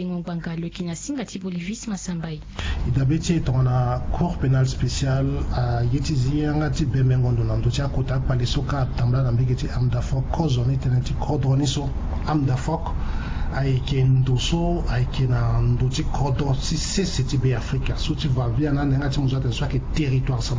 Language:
Sango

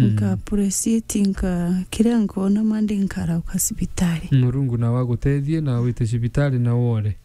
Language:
Meru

